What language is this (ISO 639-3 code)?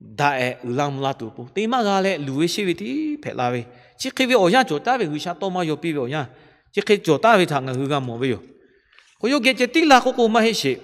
lhu